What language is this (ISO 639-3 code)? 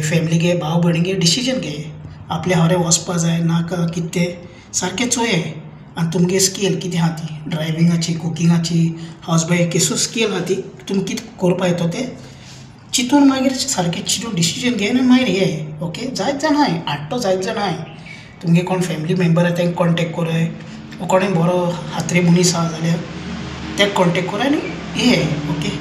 kok